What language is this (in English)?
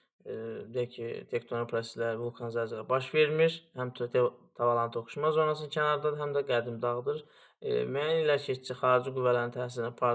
Azerbaijani